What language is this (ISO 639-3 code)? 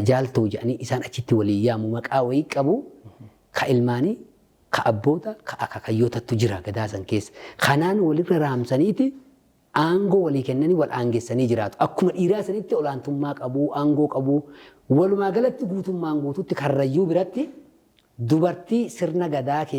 orm